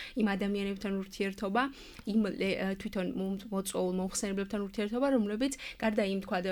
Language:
Georgian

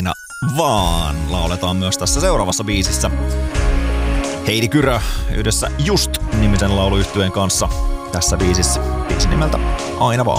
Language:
Finnish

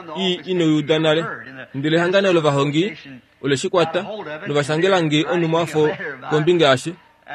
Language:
Kuanyama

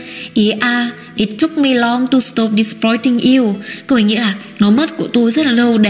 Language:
Vietnamese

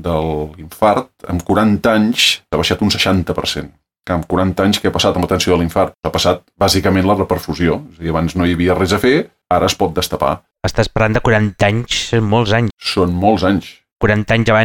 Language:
Catalan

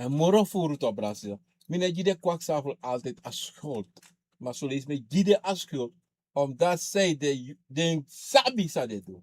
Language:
Sranan Tongo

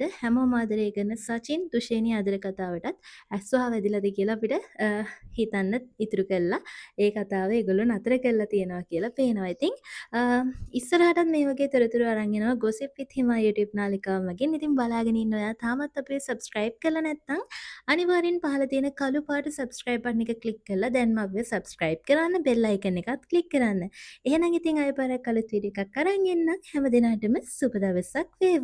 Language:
Sinhala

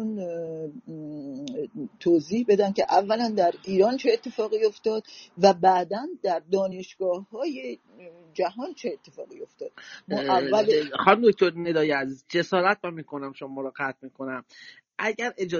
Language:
Persian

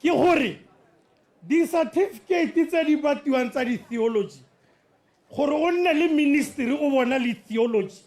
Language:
Tswana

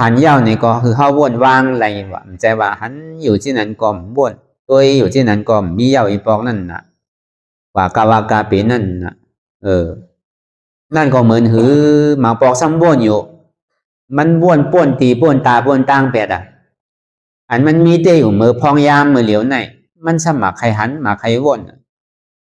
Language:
Shan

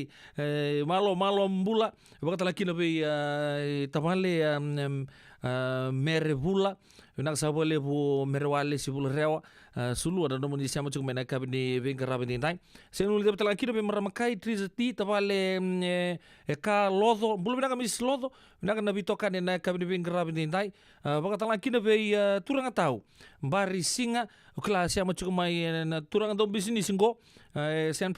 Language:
Fijian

